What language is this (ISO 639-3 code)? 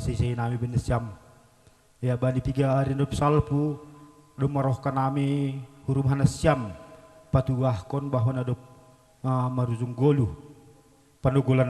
bts